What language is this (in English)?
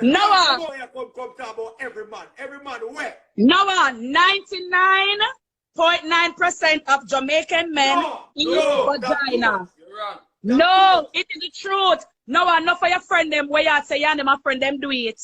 Jamaican Creole English